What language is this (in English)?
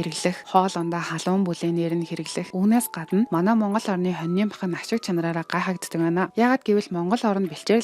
Mongolian